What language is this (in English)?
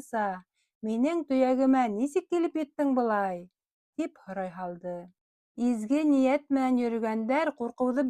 Bashkir